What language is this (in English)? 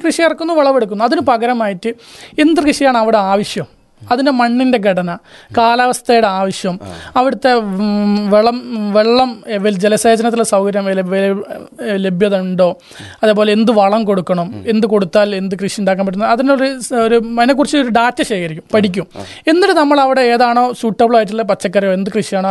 Malayalam